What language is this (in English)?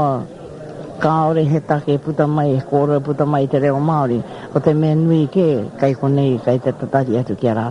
Māori